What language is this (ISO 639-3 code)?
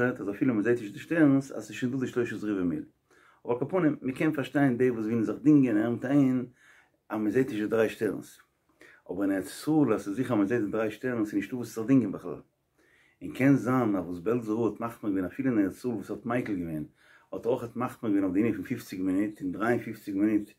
yid